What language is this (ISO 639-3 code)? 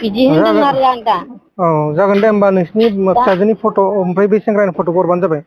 brx